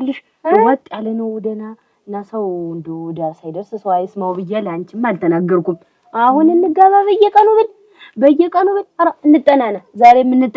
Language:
Amharic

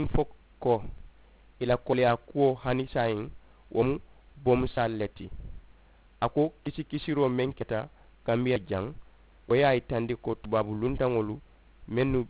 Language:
Mandingo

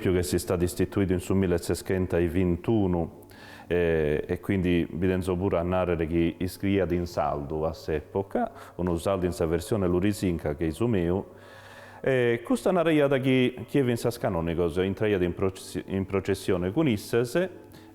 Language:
Sardinian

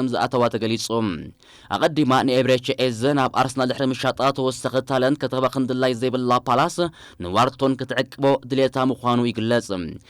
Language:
Tigrinya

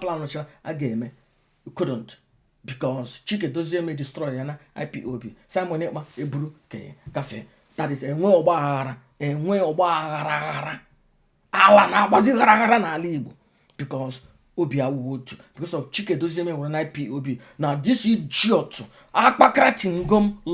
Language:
Igbo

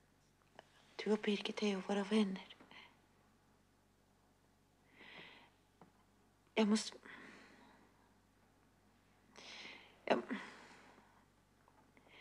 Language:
Swedish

